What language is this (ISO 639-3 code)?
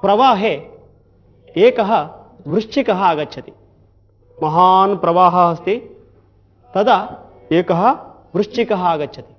san